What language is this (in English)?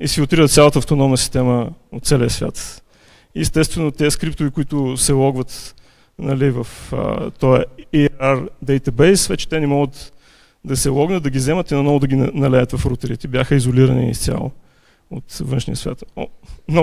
Bulgarian